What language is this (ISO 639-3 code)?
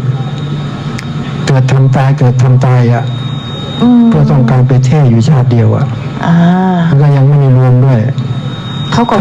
tha